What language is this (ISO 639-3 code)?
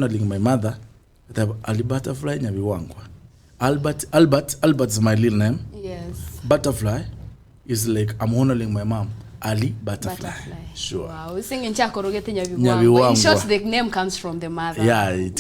guz